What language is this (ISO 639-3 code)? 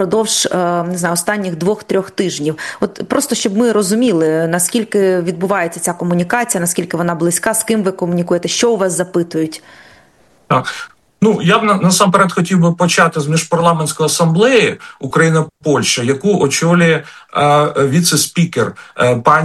ukr